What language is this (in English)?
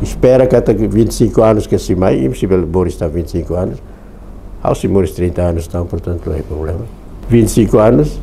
Tetum